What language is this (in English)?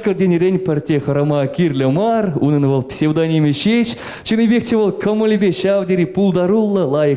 Chuvash